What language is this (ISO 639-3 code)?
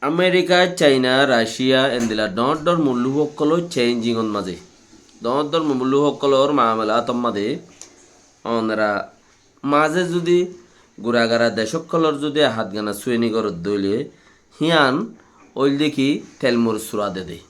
rhg